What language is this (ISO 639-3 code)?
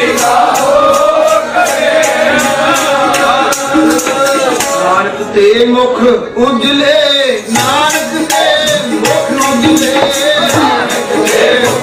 pan